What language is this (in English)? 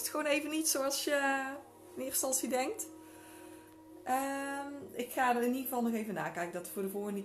Dutch